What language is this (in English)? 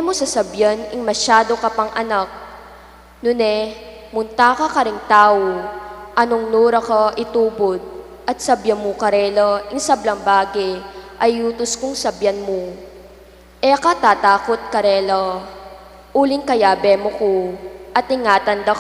Pampanga